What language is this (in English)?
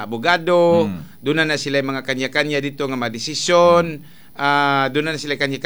Cebuano